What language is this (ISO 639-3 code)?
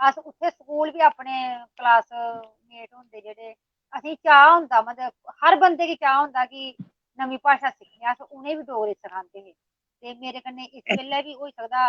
doi